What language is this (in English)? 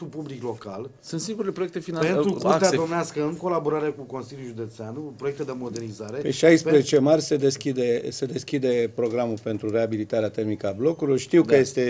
Romanian